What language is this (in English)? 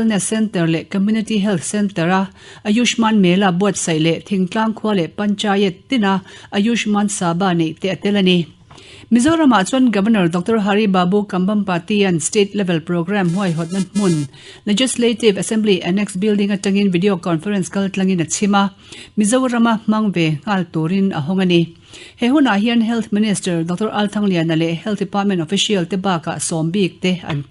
Mizo